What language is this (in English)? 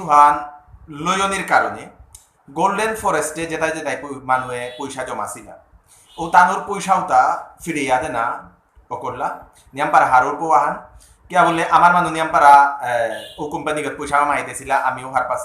Bishnupriya